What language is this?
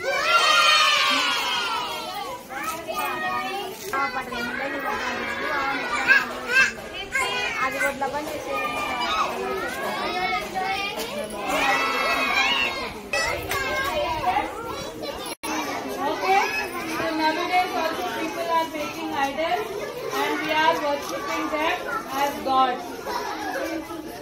Telugu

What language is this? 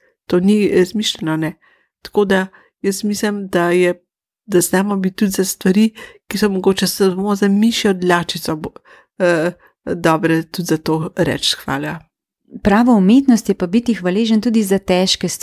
Slovenian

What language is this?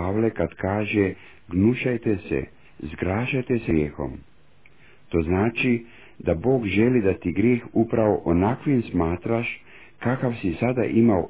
Croatian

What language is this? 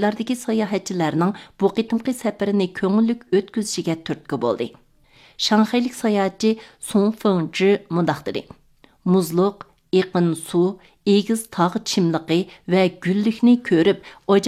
Uyghur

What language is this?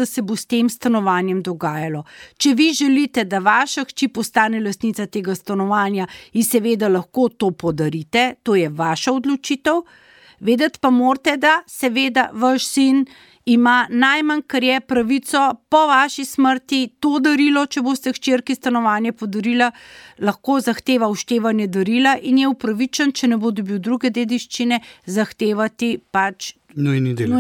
Slovenian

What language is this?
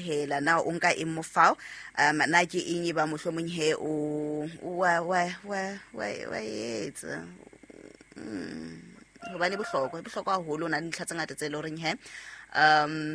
Southern Sotho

